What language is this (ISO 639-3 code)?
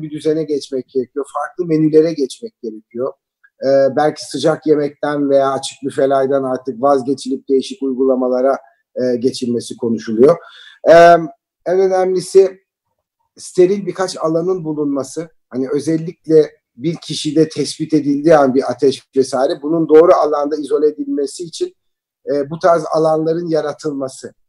tur